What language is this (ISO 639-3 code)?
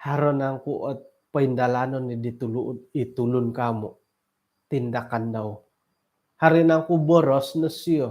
dtp